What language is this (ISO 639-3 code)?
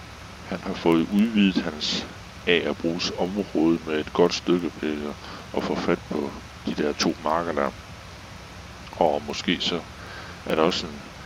dan